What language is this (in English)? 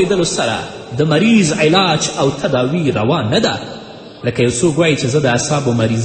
Pashto